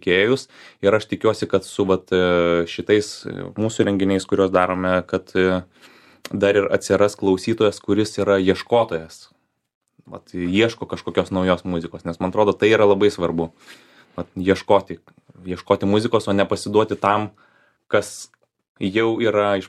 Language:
Lithuanian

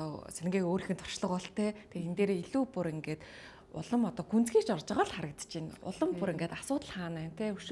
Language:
Mongolian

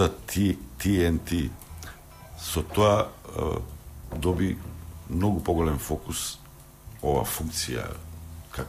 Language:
Macedonian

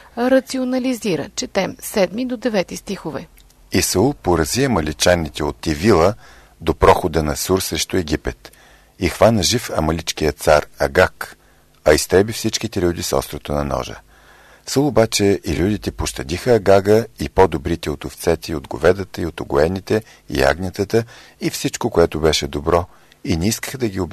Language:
Bulgarian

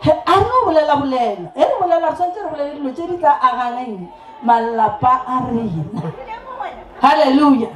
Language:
Northern Sotho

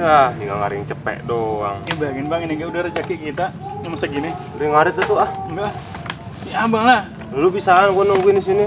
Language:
Betawi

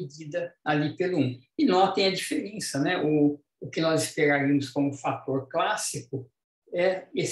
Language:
Portuguese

